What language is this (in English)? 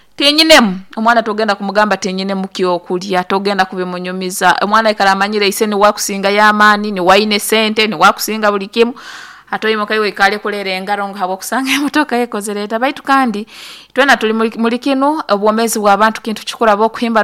Nyoro